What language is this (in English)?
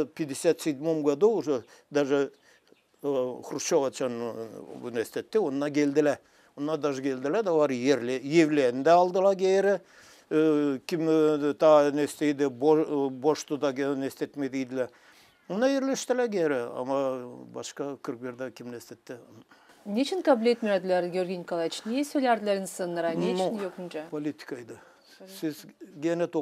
Gagauz